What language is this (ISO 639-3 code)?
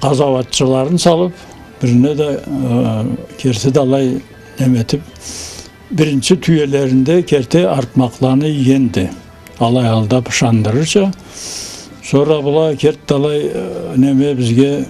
krc